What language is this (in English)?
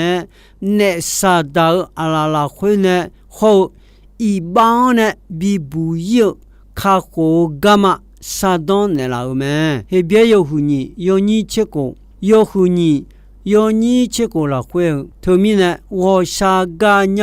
Akha